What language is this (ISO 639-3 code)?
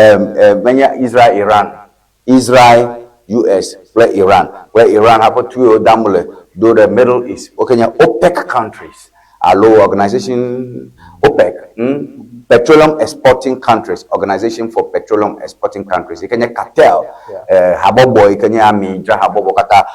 ewe